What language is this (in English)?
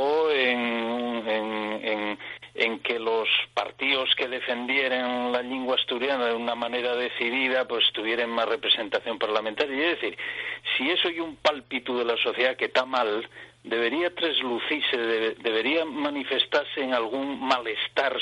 Asturian